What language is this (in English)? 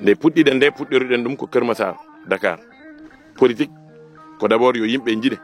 Fula